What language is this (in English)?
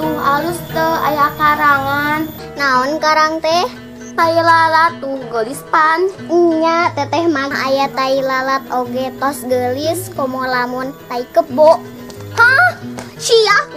Sundanese